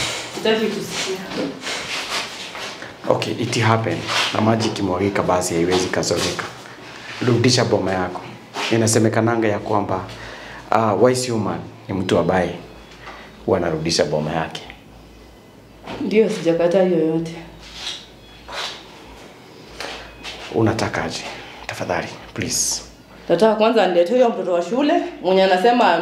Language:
Swahili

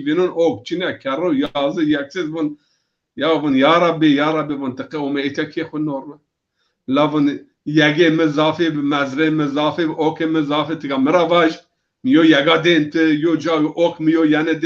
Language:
Zaza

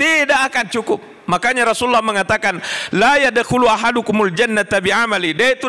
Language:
Buginese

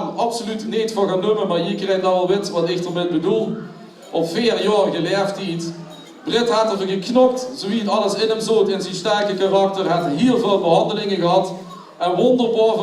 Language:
Limburgish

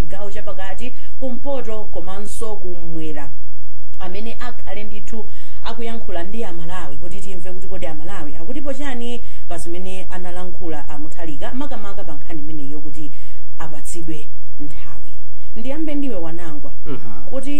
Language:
Nyanja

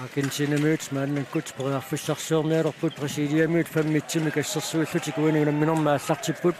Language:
Kalaallisut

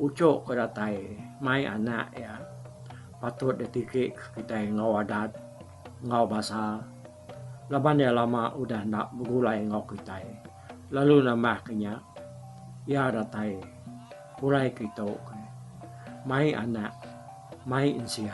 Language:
Iban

